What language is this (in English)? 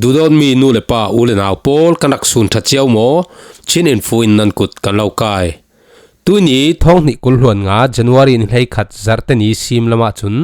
Falam Chin